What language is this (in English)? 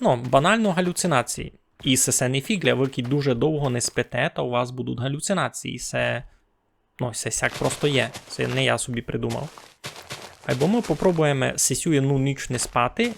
Rusyn